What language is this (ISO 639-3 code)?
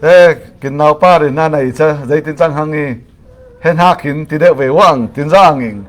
cfm